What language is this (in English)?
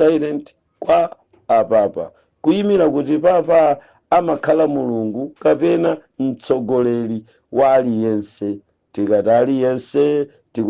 Nyanja